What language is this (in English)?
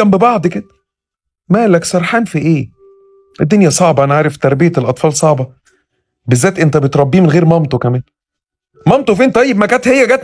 Egyptian Arabic